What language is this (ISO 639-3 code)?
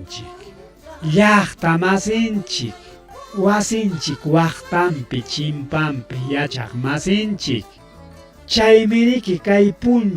quy